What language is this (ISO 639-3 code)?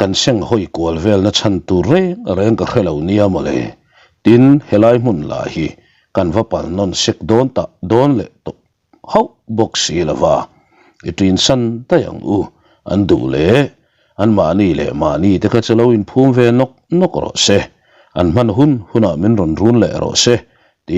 lus